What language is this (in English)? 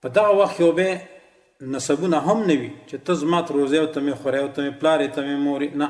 Pashto